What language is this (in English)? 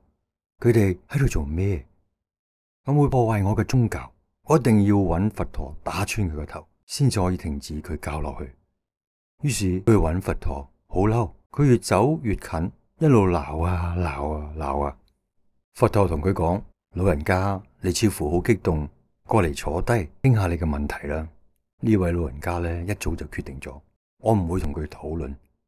Cantonese